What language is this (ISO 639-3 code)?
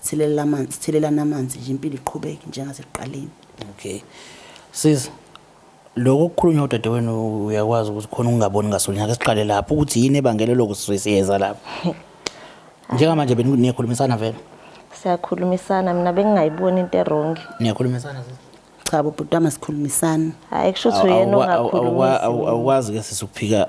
zul